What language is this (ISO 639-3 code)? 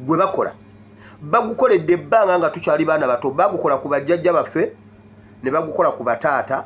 lug